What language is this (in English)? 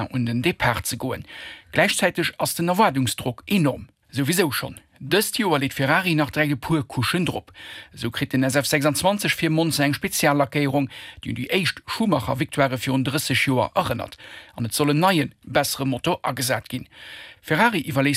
Luxembourgish